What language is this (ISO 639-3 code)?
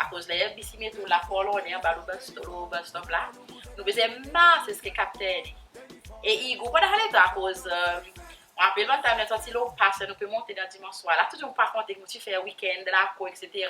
crs